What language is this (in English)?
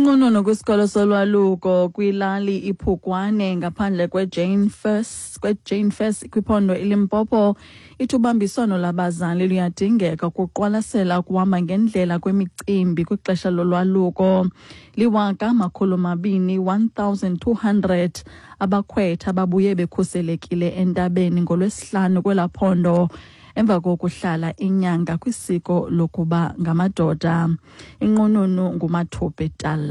Xhosa